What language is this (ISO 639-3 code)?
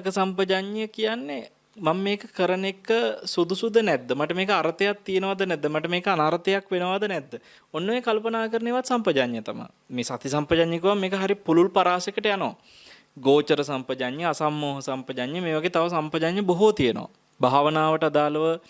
sin